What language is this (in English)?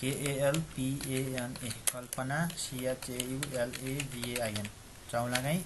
Nepali